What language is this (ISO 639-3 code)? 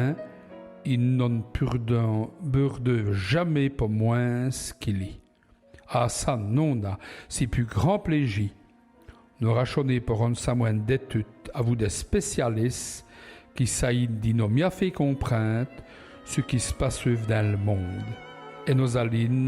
wln